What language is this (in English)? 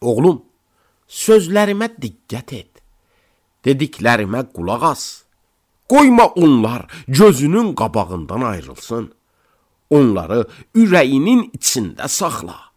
Azerbaijani